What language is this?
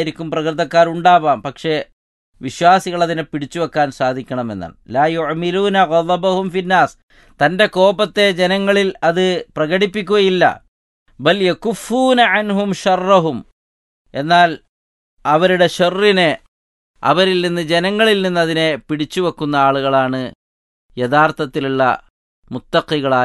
Malayalam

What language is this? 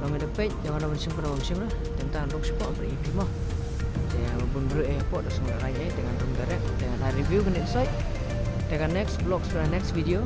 Khasi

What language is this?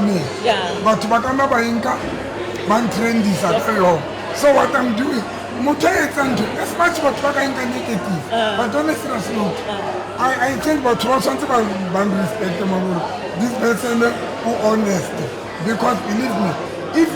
Southern Sotho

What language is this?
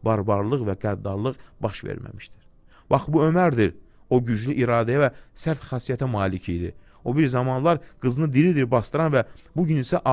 Azerbaijani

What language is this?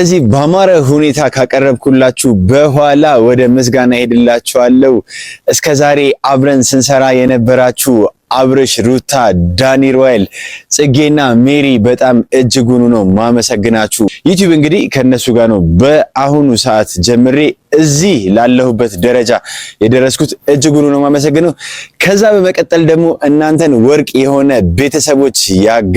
Amharic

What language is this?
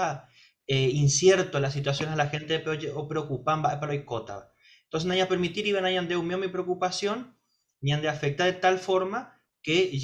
Guarani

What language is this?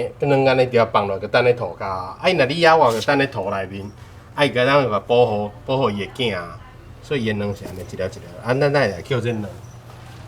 Min Nan Chinese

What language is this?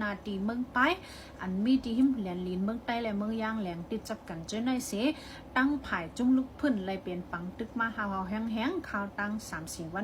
Shan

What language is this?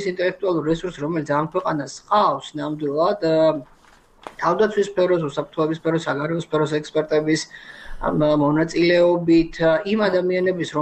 Georgian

